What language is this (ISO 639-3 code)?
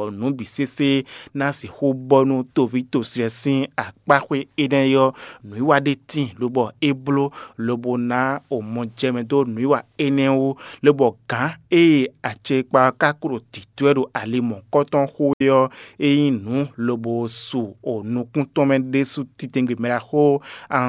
fon